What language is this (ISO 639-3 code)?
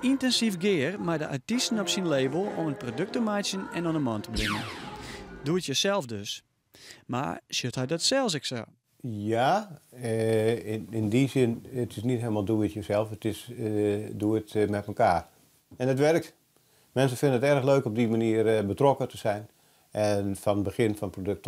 fry